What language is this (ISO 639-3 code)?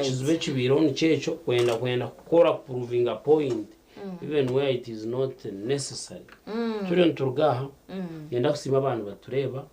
nyn